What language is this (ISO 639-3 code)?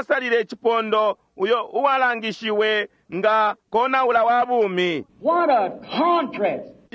bem